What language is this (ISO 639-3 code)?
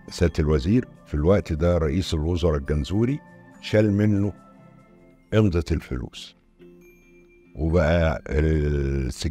arz